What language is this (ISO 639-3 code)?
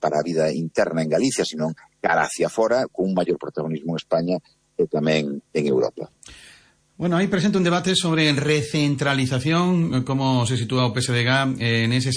glg